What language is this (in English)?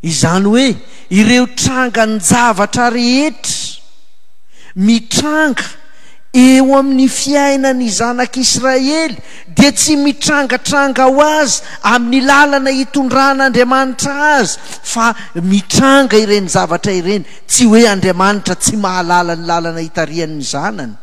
Malagasy